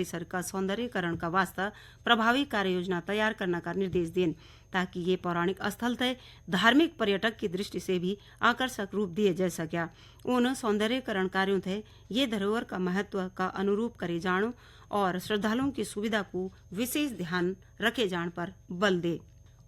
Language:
Garhwali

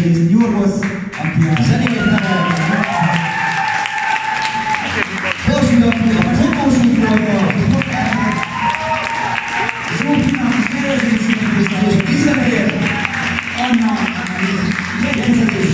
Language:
Hungarian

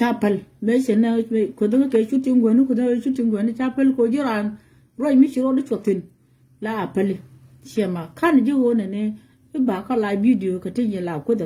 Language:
Nuer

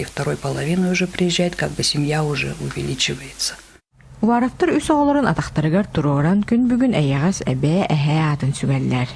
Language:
Yakut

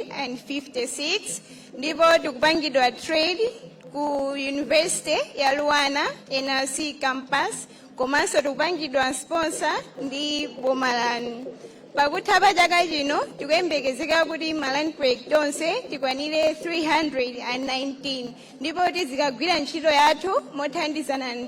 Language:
Nyanja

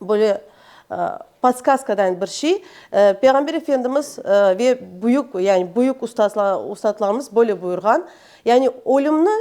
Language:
Crimean Tatar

